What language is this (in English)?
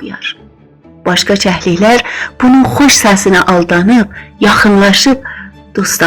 South Azerbaijani